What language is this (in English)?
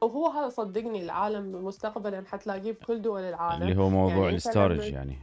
Mesopotamian Arabic